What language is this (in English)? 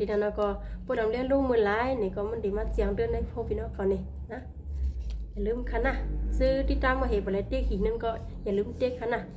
Shan